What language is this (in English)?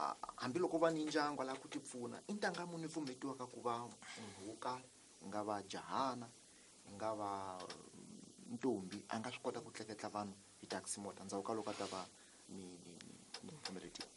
Tsonga